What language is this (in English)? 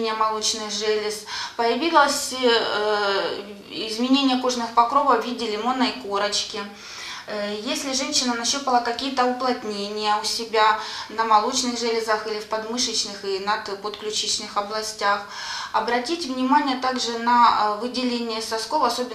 Russian